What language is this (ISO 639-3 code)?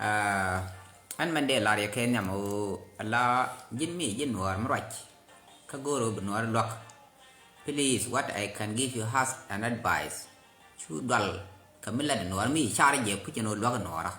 nus